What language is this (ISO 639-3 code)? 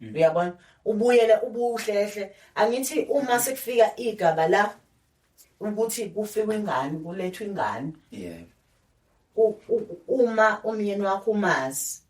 zul